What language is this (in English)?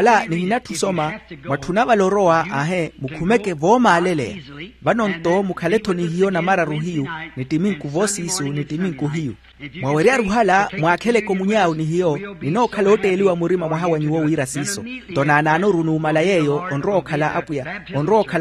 Makhuwa